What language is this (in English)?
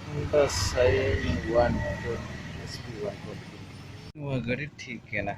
Santali